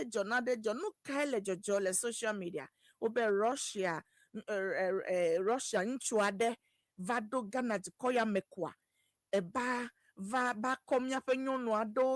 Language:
Ewe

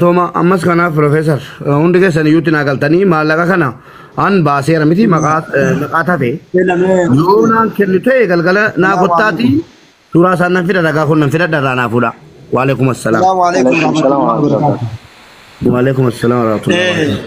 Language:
Oromo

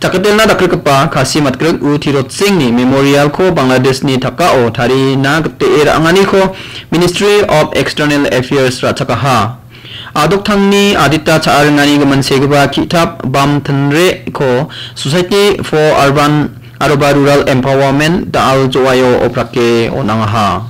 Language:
Garo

